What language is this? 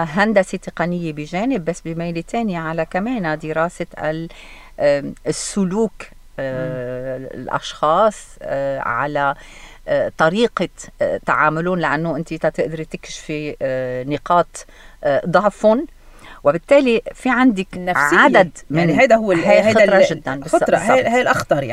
North Levantine Arabic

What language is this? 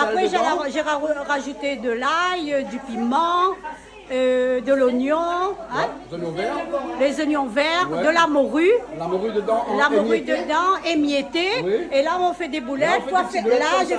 Réunion Creole French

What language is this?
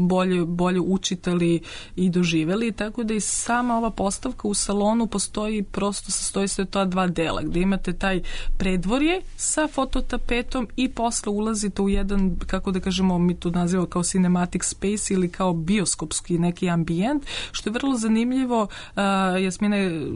Serbian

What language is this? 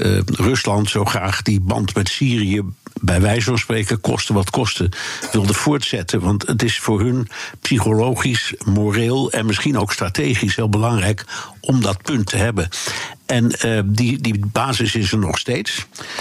Dutch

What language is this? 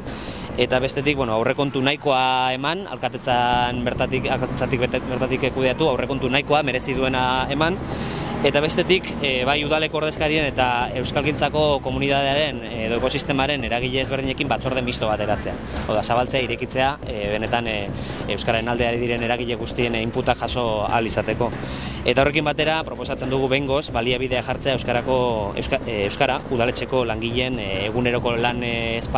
Basque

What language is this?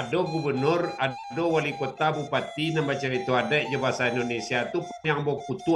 Minangkabau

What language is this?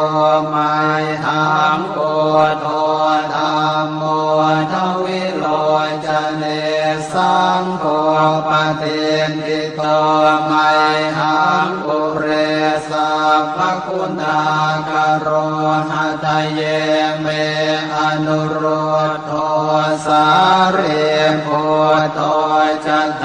Pali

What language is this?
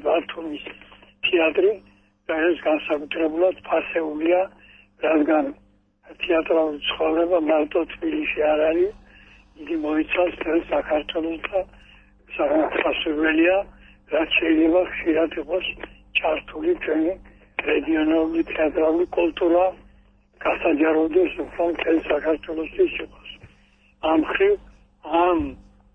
Georgian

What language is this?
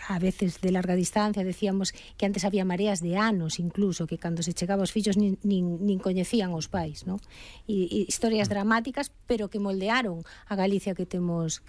Galician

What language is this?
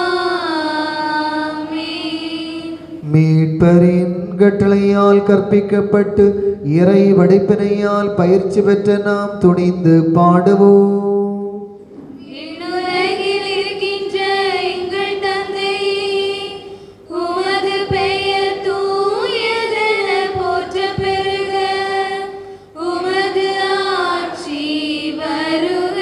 Tamil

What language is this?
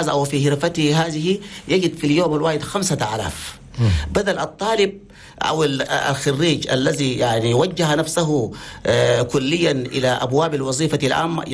Chadian Arabic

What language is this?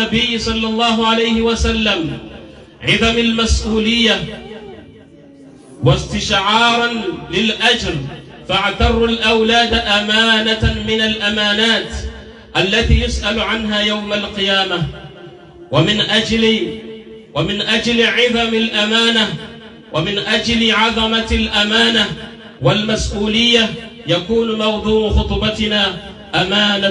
Arabic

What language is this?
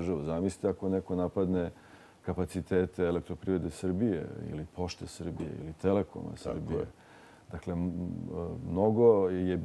Serbian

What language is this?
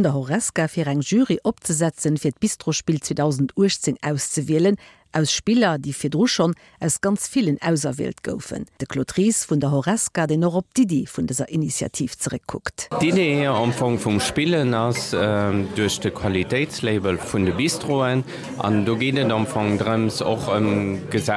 Luxembourgish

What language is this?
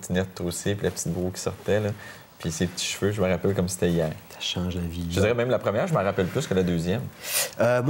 French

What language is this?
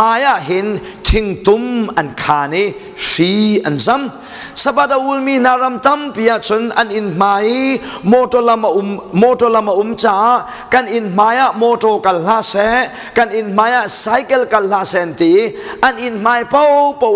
Hakha Chin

